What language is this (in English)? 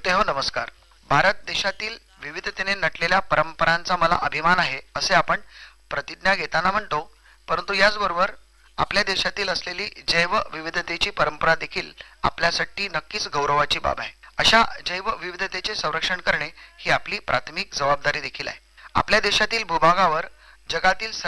Marathi